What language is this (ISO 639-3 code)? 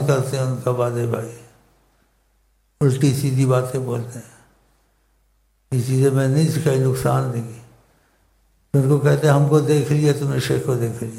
urd